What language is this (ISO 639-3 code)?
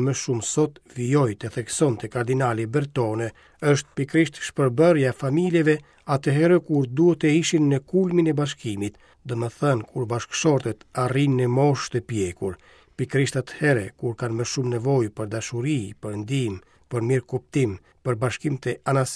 sqi